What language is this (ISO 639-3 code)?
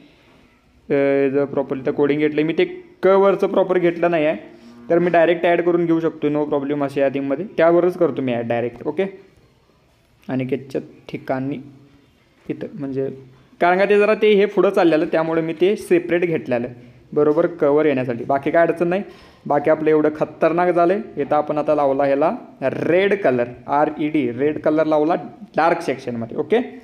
mar